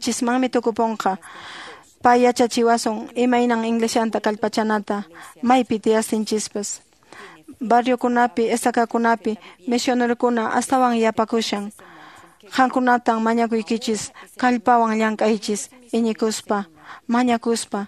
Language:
Quechua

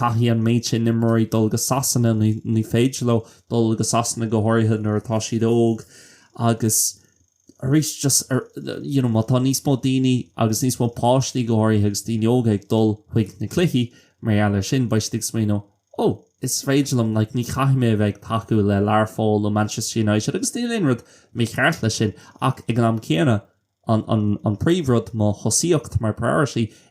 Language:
Irish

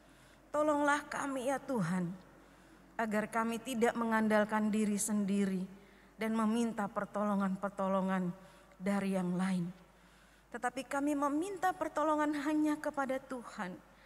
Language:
Indonesian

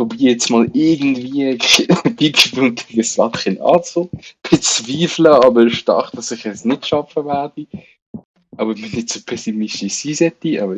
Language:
Swiss German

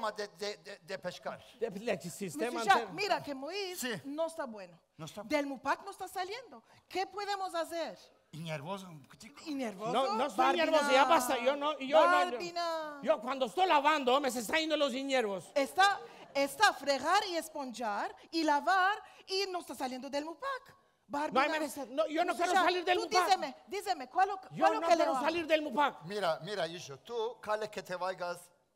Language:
Ladino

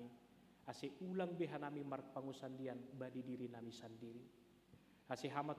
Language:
Batak Simalungun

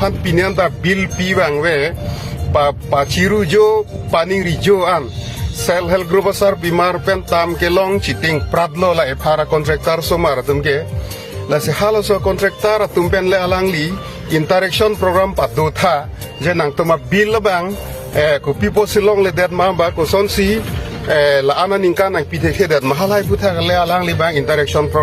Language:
Karbi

